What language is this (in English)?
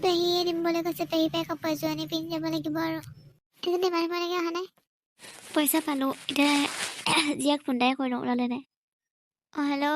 Assamese